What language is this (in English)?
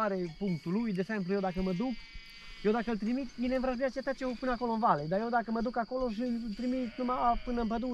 Romanian